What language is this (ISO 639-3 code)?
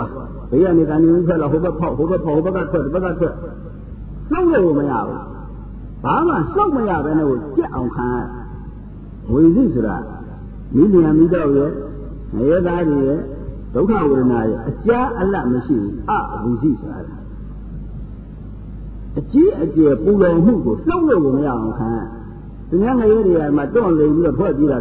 mya